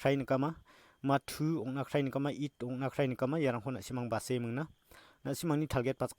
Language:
Garo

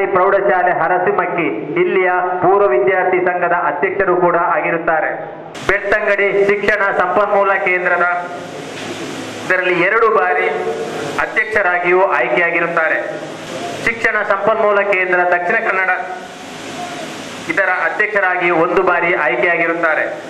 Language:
Kannada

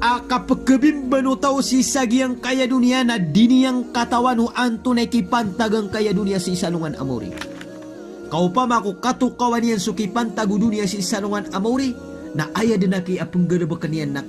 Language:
Maranao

